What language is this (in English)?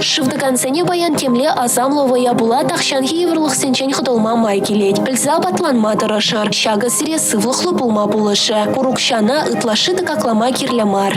Chuvash